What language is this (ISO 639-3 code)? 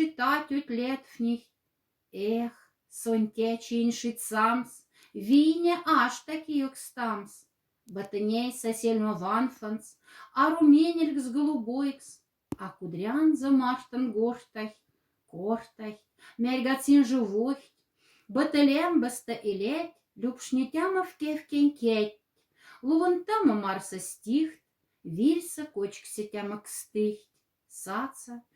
mdf